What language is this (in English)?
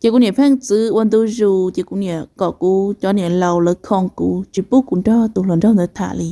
Hmong